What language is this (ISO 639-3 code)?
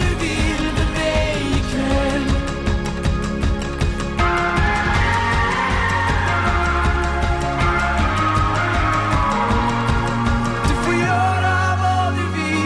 swe